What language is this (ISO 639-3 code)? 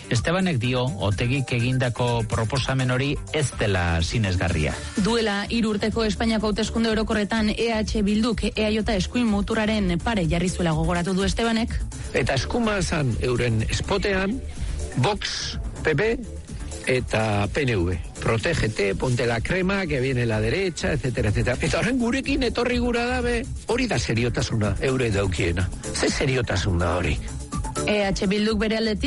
eus